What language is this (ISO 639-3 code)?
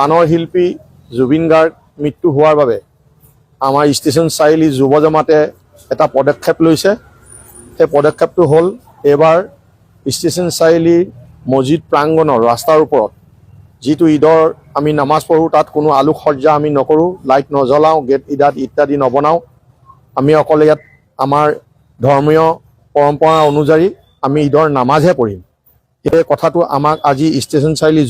asm